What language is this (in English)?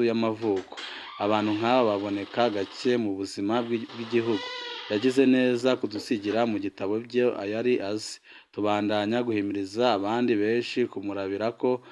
Rundi